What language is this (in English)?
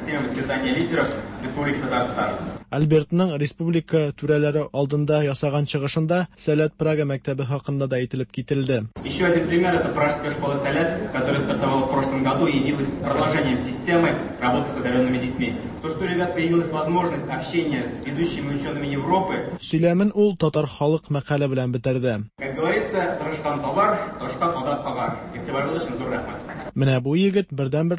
Tatar